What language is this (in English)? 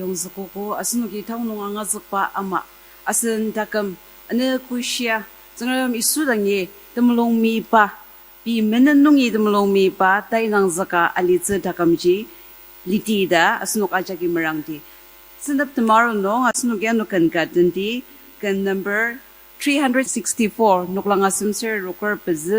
Ao Naga